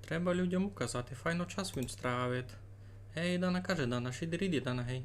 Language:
Rusyn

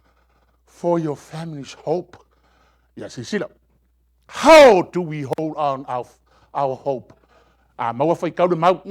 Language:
Samoan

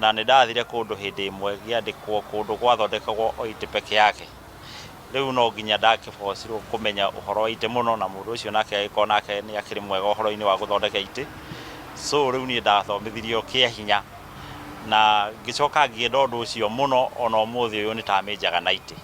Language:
Kikuyu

